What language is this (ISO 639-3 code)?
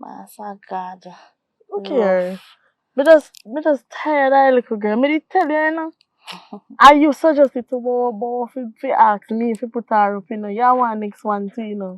jam